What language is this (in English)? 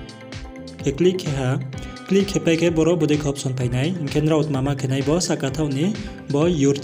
Riang (India)